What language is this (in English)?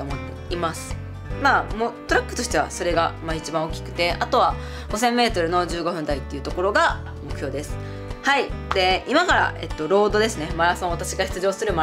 Japanese